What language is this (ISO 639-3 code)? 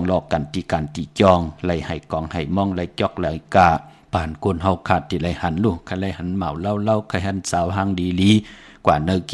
shn